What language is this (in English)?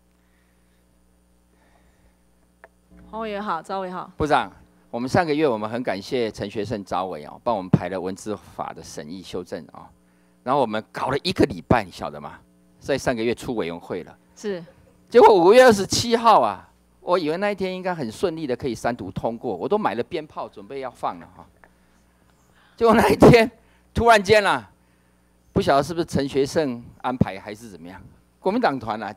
Chinese